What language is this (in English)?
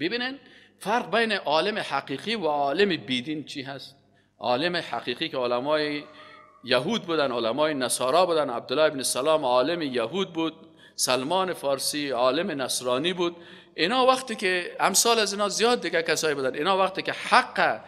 Persian